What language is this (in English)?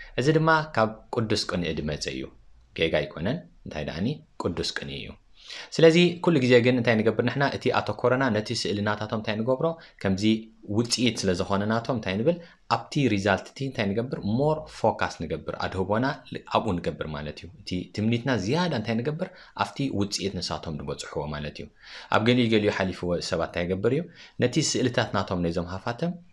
Tigrinya